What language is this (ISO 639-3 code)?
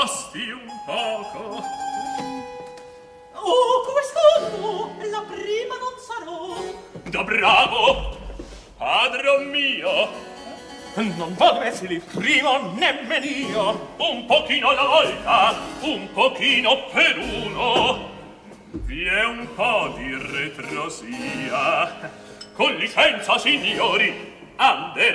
ita